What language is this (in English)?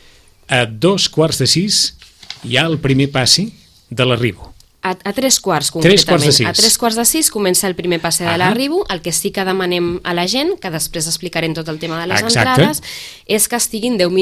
Catalan